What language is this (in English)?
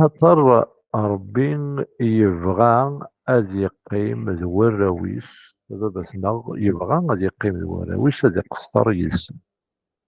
Kabyle